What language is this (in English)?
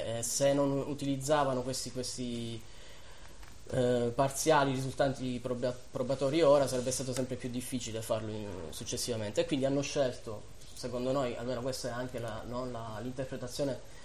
Italian